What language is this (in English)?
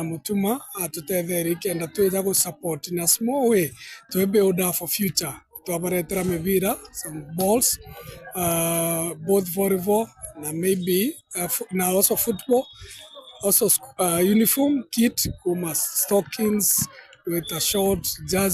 Meru